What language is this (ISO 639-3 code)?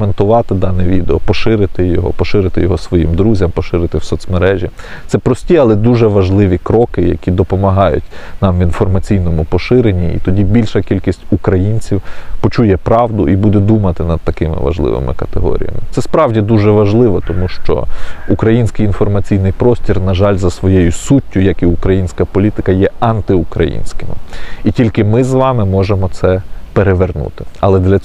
ukr